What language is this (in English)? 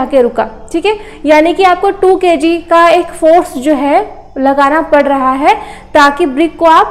Hindi